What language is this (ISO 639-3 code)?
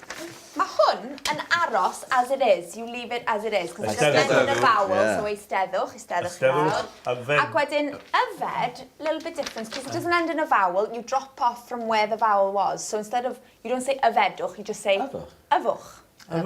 cym